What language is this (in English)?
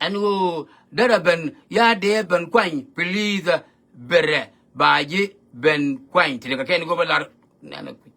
Nuer